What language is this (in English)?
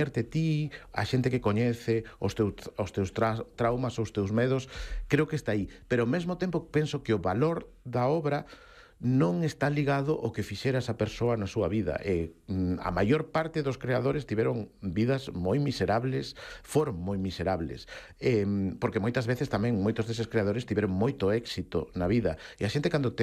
Galician